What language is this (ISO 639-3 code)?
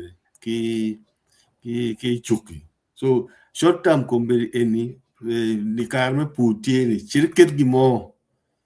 ach